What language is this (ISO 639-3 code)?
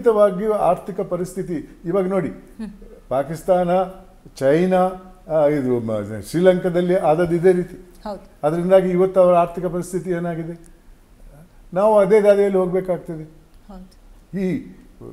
kan